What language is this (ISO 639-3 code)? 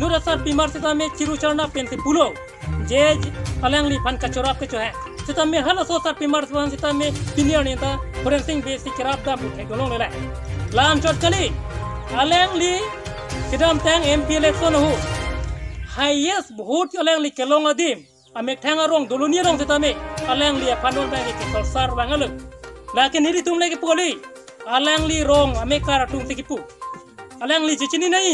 mjw